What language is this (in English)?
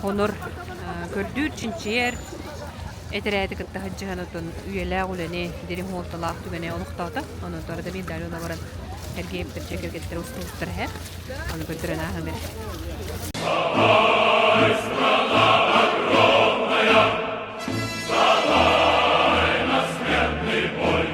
Yakut